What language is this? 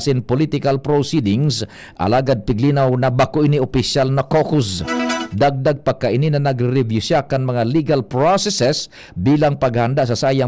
Bikol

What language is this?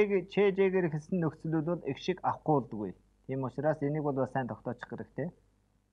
Mongolian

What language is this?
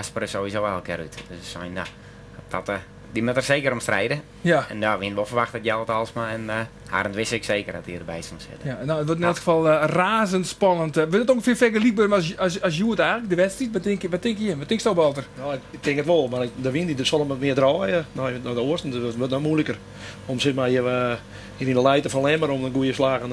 Western Frisian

